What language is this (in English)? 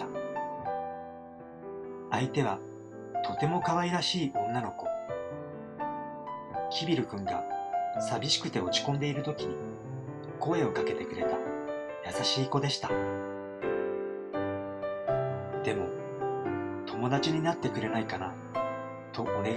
Japanese